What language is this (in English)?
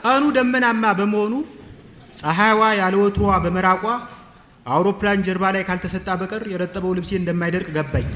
Amharic